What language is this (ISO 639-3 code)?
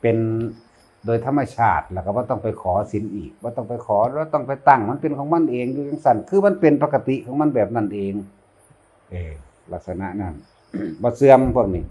tts